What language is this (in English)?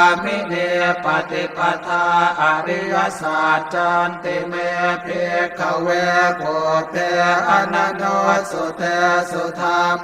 Pali